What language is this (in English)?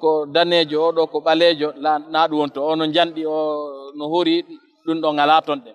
Fula